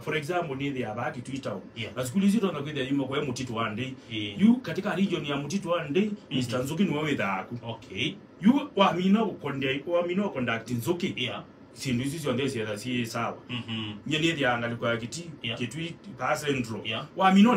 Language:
Kamba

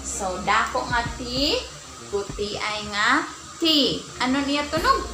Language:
Waray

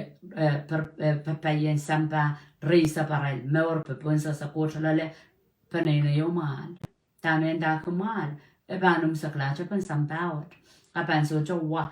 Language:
Pohnpeian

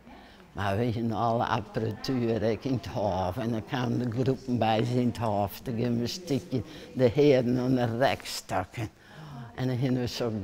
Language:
Western Frisian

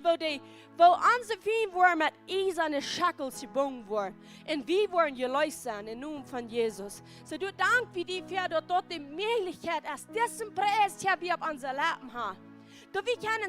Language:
Plautdietsch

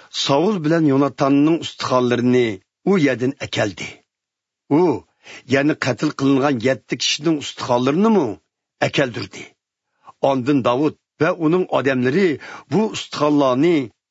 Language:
Uyghur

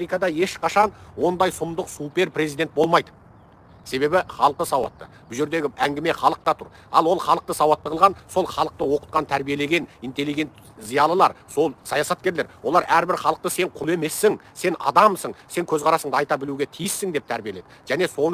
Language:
Kazakh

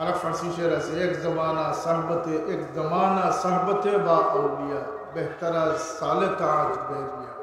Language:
Sylheti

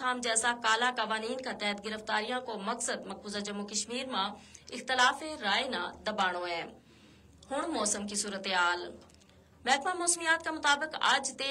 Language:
Gujari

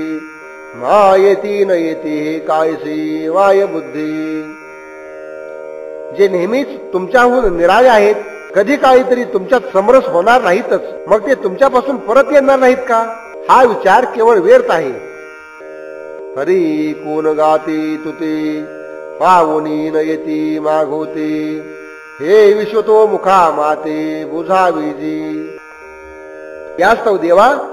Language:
Marathi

